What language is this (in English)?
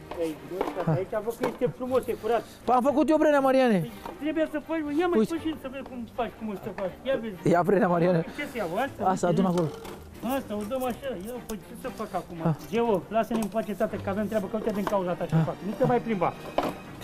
Romanian